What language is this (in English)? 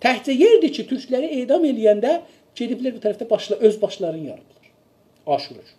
South Azerbaijani